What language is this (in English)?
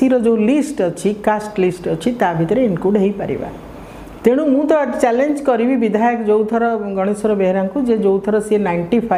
Odia